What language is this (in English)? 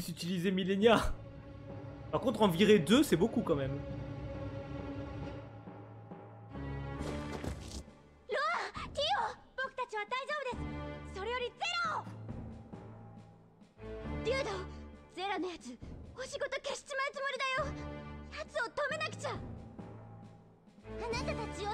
French